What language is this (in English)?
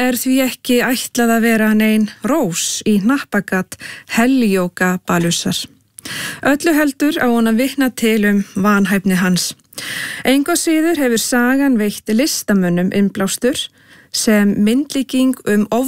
Icelandic